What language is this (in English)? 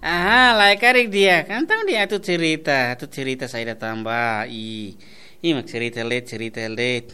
Tetum